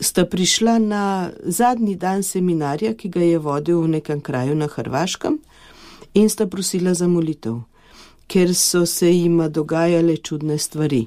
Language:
Slovenian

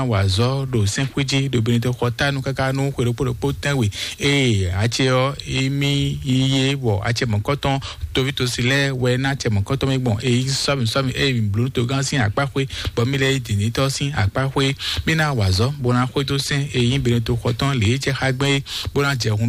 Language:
Fon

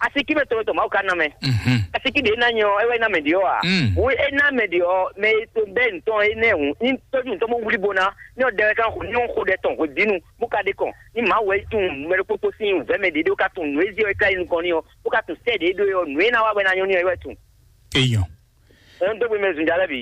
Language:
Fon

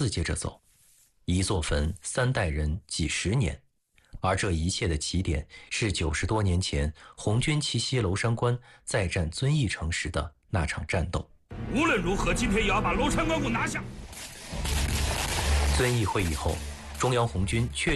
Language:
Chinese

